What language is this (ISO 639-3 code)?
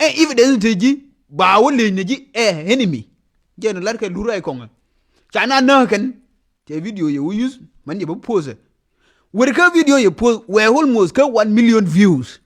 nus